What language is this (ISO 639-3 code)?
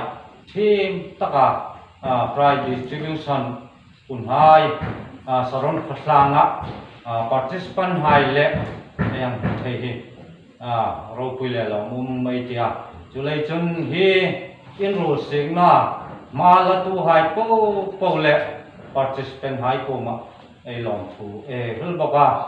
hmr